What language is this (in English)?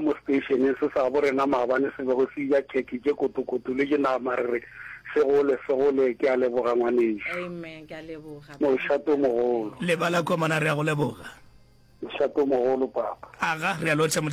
Northern Sotho